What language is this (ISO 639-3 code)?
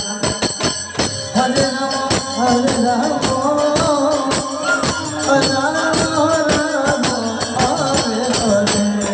ben